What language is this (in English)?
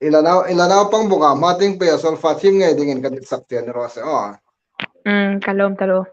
Hmar